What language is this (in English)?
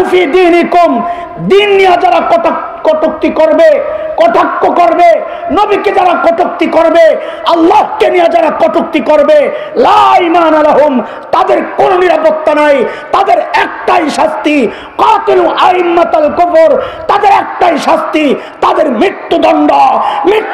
Bangla